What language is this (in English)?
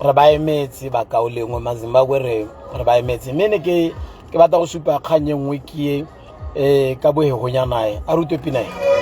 Tswana